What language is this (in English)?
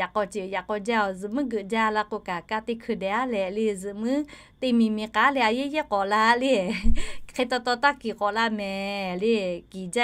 Lahu